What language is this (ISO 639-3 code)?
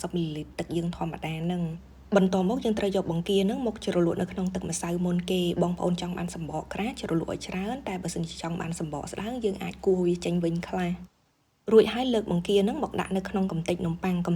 khm